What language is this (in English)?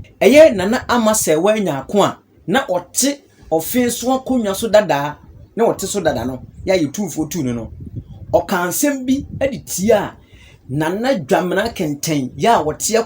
Akan